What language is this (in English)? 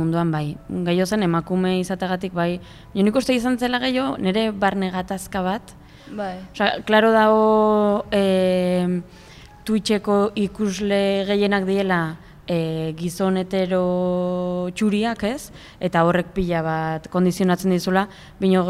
Basque